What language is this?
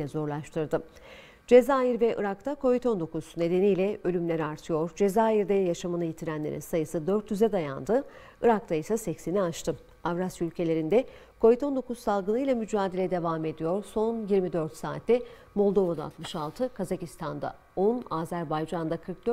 Turkish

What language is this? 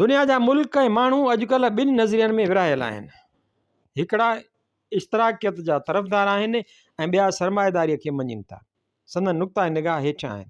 Sindhi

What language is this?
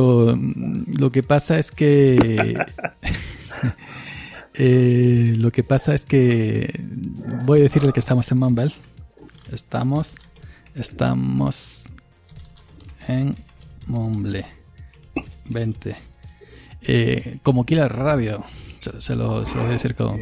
Spanish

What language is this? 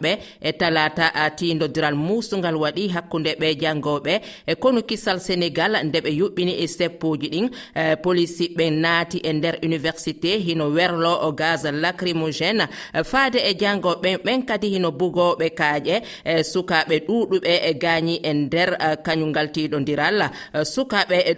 Fula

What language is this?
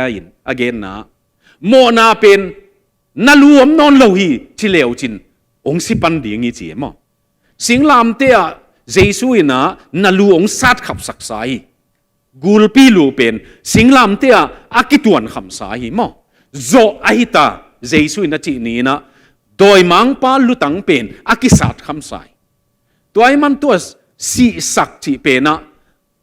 Tedim Chin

